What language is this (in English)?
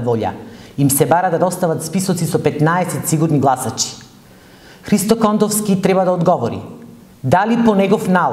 Macedonian